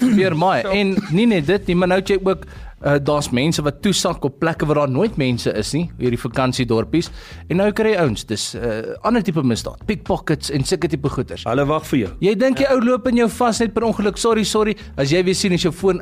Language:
Afrikaans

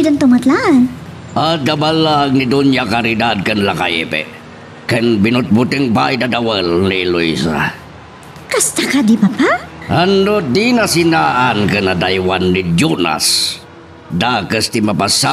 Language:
Iloko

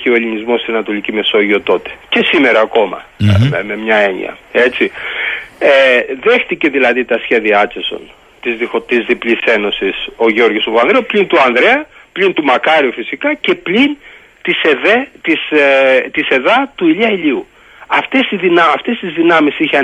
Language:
Greek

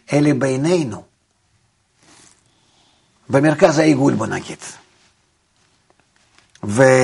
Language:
Hebrew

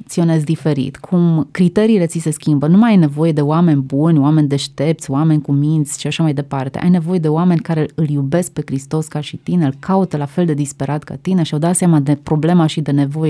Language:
Romanian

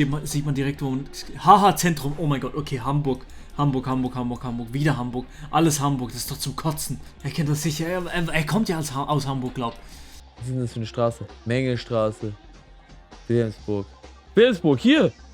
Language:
Swiss German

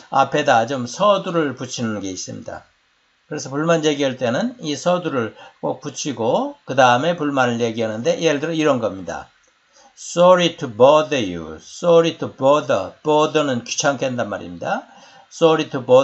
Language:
Korean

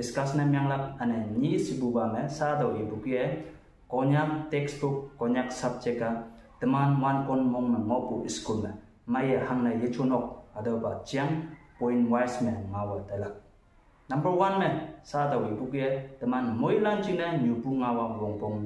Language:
Konyak Naga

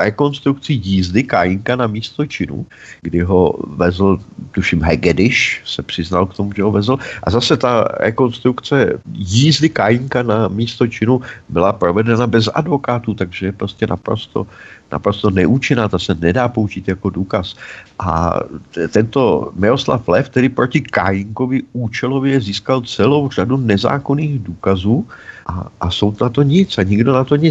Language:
Czech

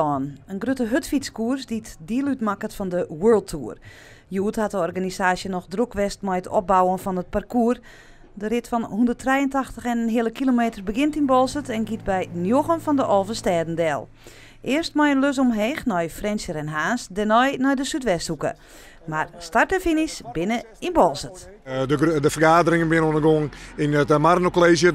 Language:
Western Frisian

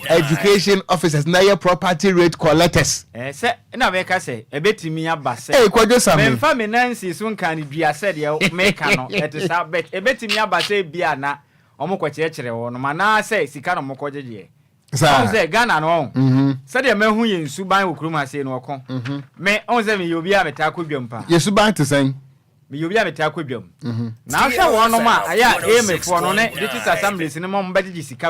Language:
Akan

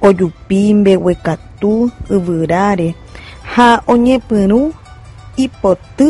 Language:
Guarani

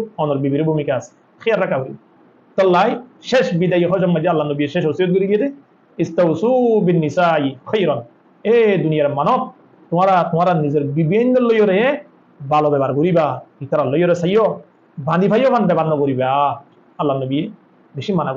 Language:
Rohingya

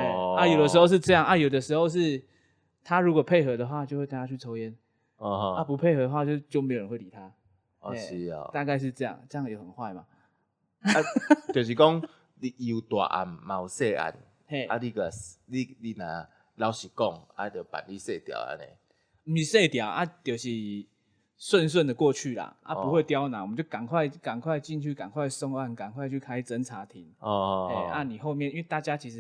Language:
Min Nan Chinese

